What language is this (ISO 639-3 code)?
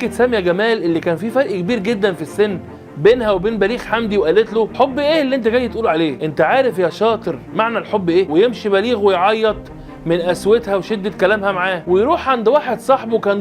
arz